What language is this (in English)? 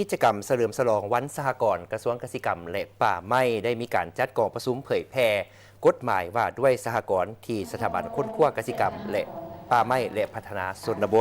Lao